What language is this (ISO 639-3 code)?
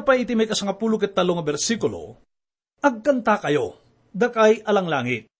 ilo